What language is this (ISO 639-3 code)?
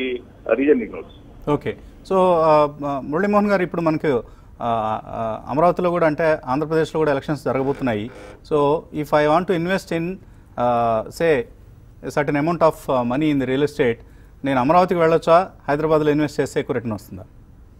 tel